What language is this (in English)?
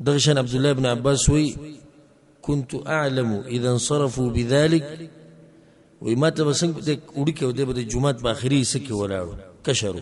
Pashto